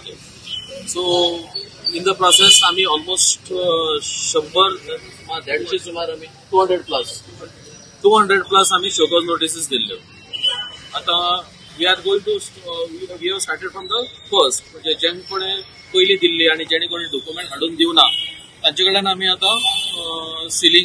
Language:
Konkani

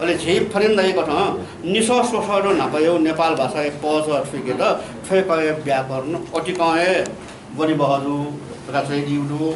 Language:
Newari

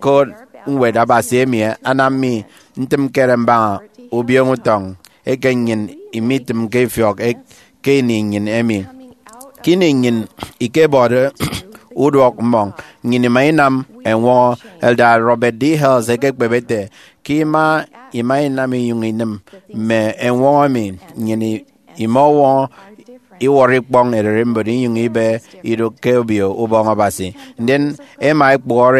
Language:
Efik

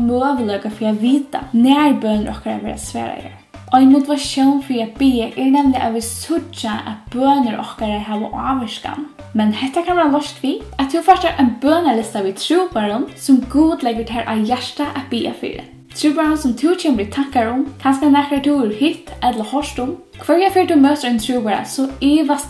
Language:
Faroese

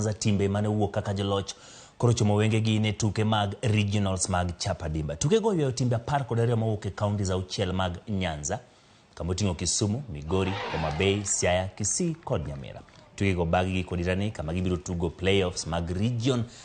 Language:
Luo (Kenya and Tanzania)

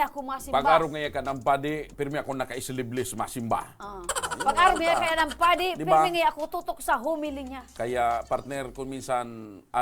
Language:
Bikol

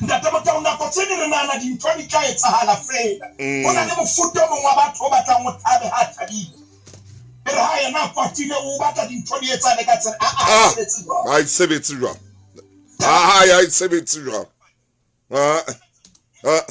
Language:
Southern Sotho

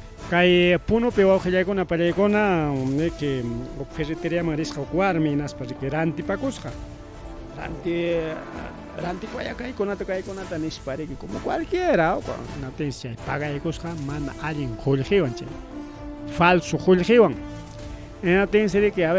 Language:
Ayacucho Quechua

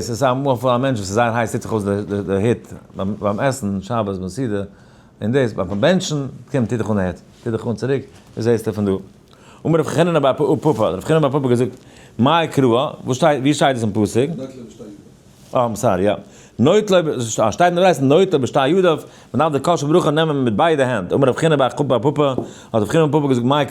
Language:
Yiddish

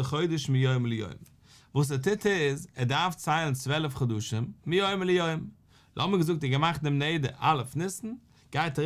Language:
Yiddish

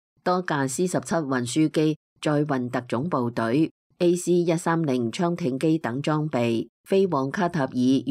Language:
Cantonese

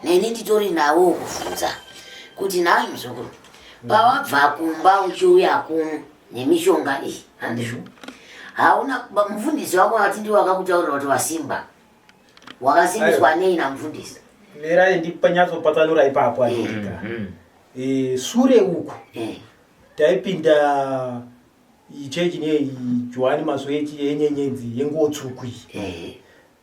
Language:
Shona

